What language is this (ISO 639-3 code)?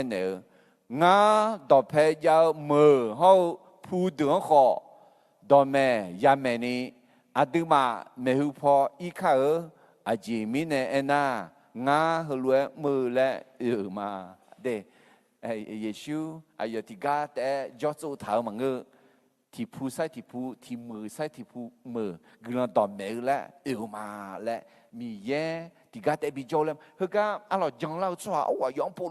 ahk